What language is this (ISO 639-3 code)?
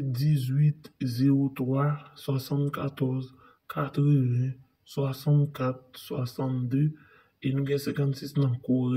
hat